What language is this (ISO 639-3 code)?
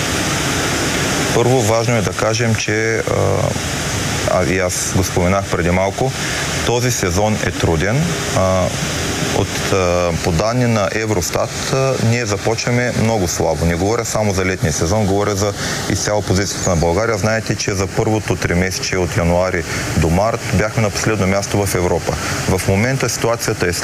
bul